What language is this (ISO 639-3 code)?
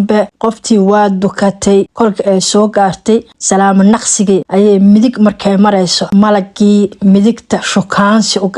som